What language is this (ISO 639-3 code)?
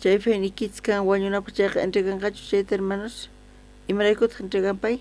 quh